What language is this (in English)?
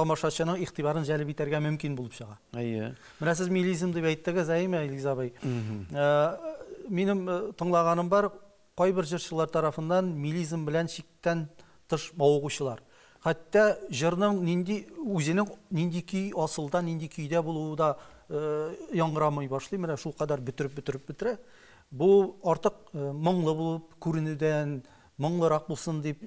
Tatar